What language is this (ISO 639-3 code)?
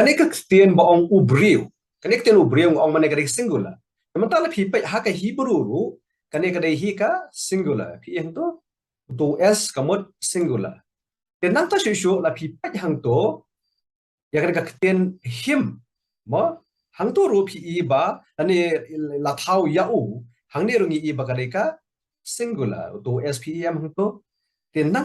kha